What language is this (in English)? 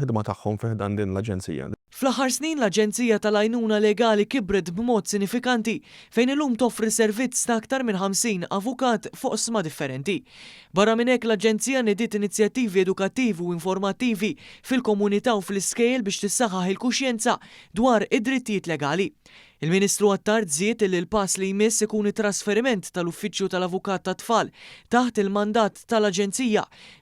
Maltese